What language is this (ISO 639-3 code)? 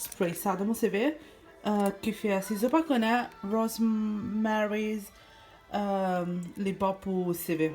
mfe